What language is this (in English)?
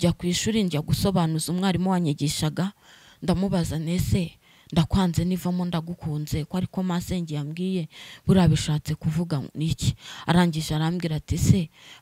Kinyarwanda